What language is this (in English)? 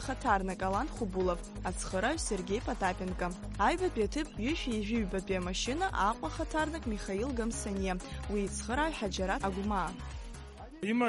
Abkhazian